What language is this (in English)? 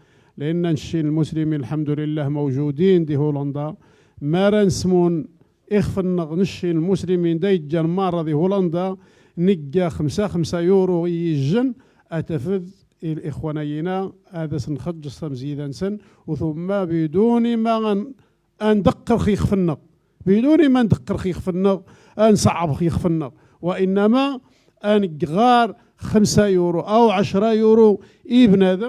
Moroccan Arabic